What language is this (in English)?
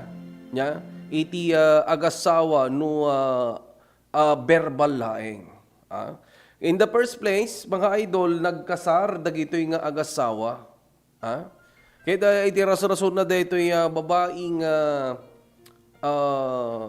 Iloko